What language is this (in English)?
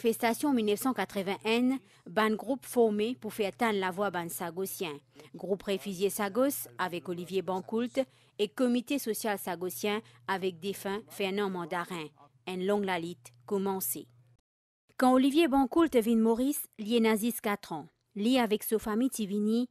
Morisyen